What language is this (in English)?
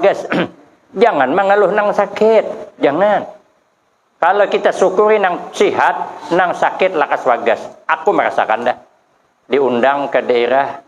Banjar